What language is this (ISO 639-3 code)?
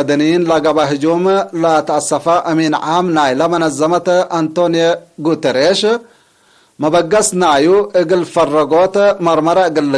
tig